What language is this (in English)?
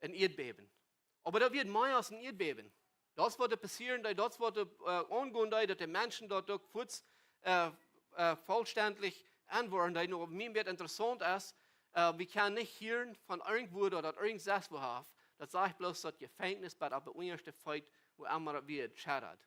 Plautdietsch